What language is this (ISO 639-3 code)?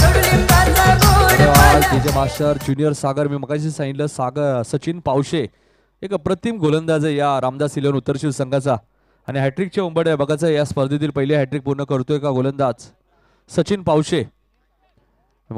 mar